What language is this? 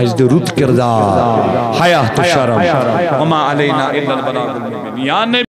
Kashmiri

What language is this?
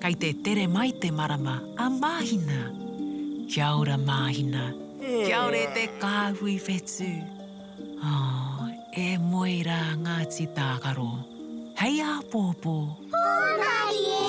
Māori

